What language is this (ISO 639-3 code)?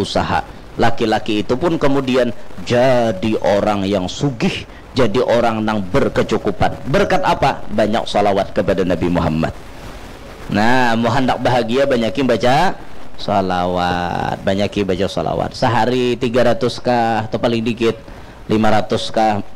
bjn